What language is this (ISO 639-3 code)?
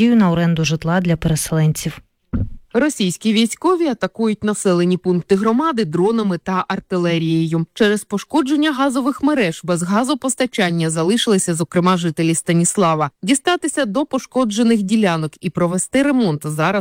ukr